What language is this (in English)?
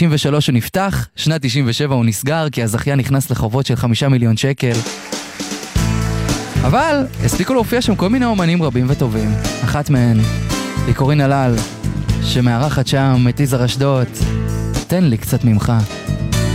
Hebrew